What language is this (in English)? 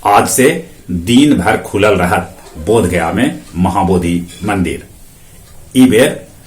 Magahi